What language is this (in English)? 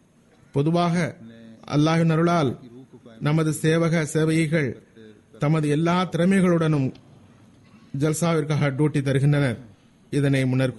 Tamil